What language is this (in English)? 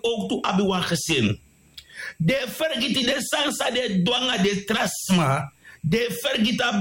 Sranan Tongo